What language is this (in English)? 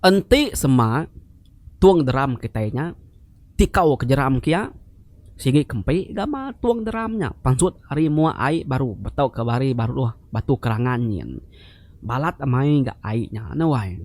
Iban